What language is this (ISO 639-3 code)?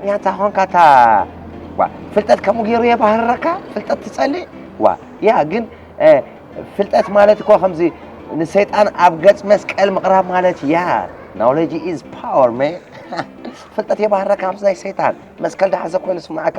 tir